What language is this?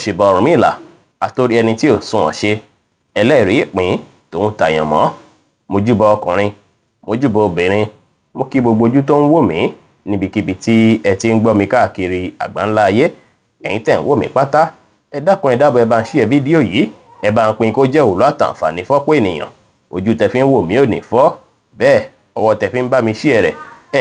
Yoruba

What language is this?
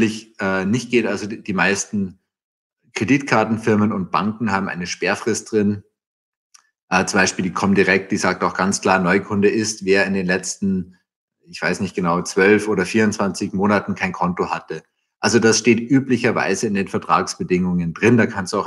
German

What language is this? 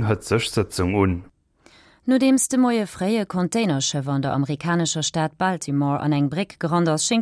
Luxembourgish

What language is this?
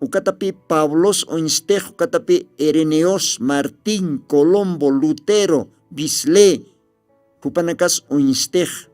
Aymara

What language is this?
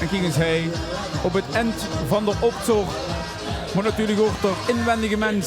Limburgish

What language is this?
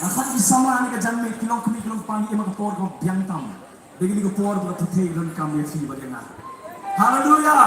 Khasi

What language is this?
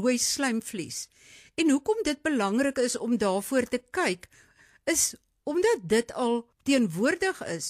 Afrikaans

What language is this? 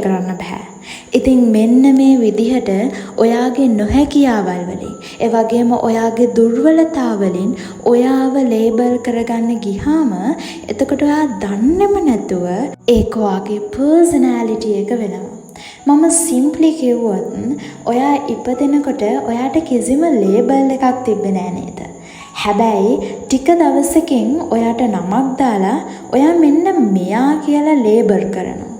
Sinhala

